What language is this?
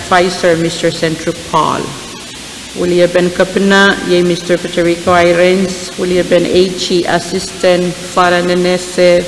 Pohnpeian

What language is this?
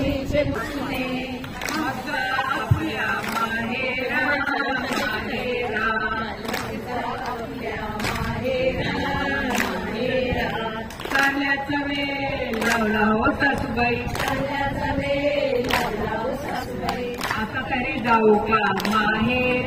Marathi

